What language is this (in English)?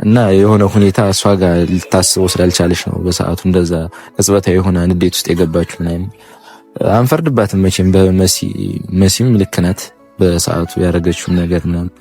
Amharic